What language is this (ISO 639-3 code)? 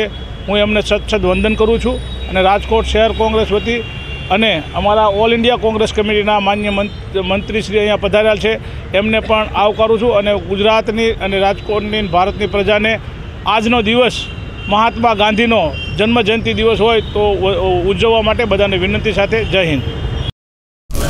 guj